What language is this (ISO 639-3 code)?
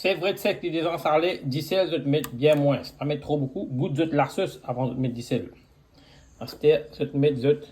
mfe